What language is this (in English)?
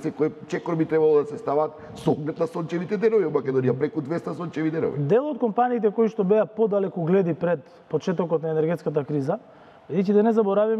Macedonian